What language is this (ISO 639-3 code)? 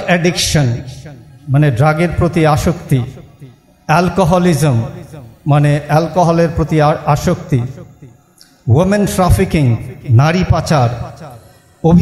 ben